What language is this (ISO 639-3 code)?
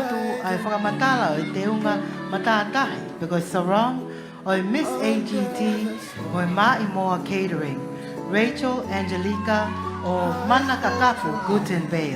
ton